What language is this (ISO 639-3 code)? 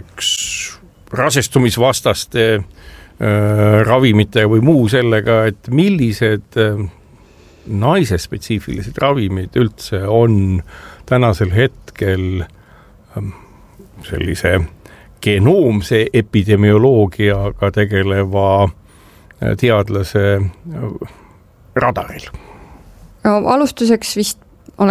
est